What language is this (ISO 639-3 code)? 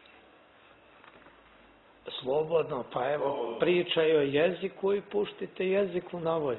srp